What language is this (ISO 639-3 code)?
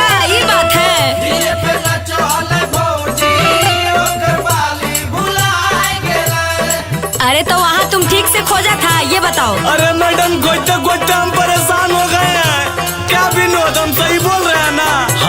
mag